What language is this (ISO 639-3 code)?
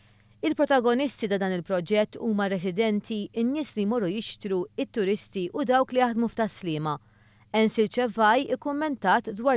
mlt